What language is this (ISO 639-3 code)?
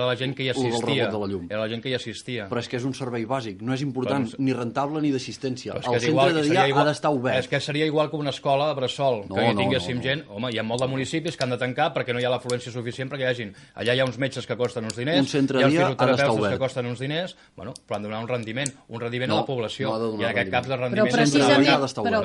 cat